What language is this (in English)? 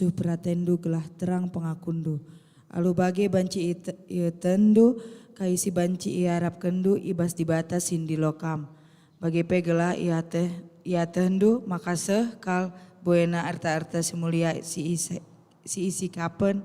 Batak Karo